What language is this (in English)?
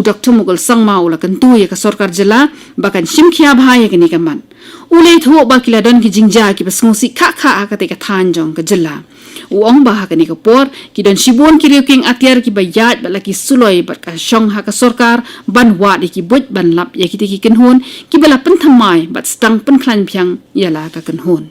Khasi